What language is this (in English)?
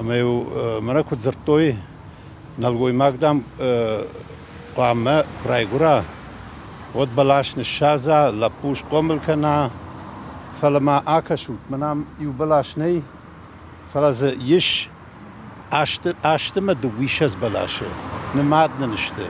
Ossetic